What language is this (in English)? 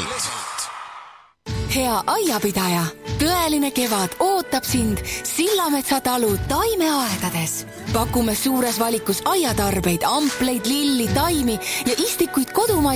Estonian